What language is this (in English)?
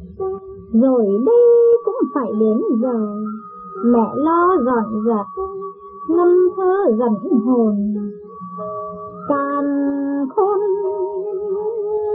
Vietnamese